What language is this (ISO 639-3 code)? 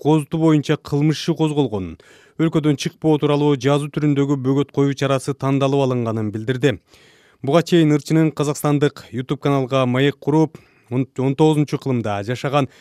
kir